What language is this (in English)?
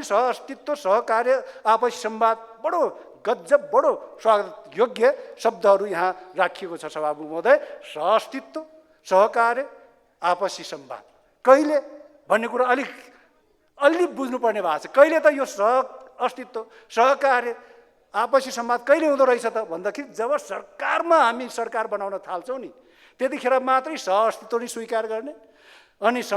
Nepali